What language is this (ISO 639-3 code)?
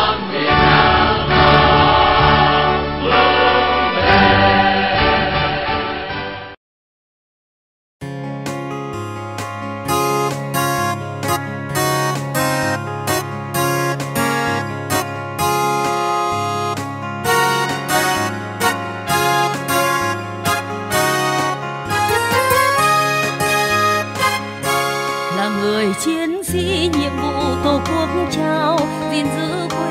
vie